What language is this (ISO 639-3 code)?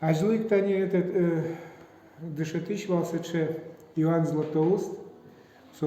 udm